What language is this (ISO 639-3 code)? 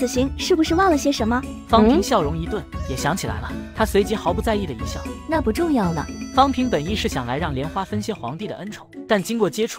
zho